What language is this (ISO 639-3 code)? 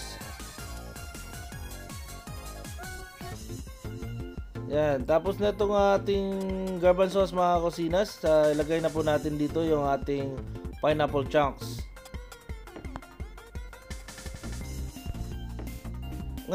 fil